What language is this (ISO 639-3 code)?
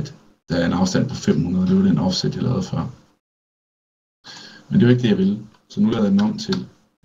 dan